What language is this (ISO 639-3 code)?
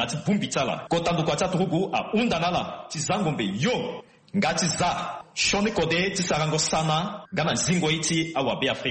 sag